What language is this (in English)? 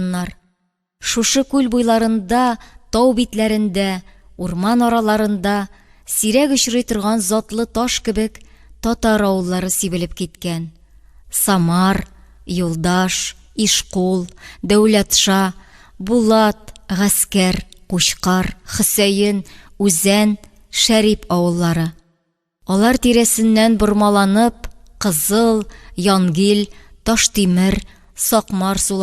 Tatar